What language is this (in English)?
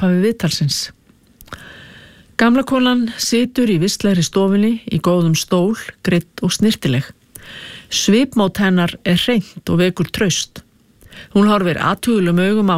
Icelandic